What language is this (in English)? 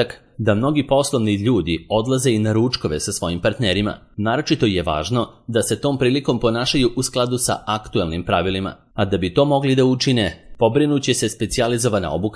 Serbian